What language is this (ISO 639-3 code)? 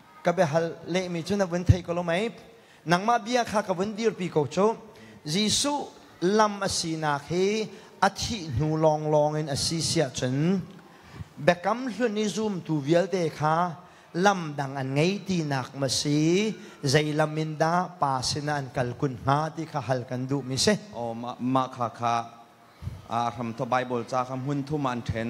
cnh